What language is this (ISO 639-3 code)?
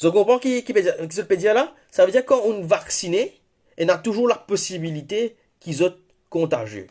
mfe